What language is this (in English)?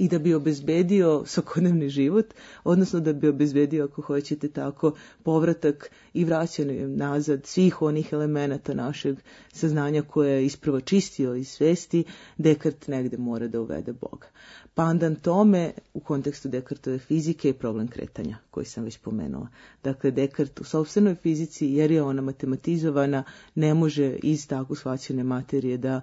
Serbian